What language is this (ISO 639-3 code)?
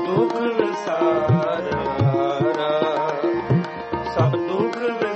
pan